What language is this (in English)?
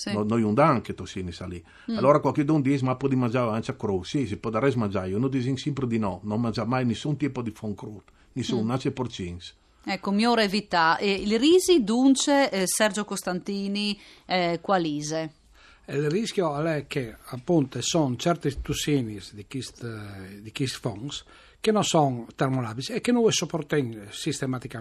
Friulian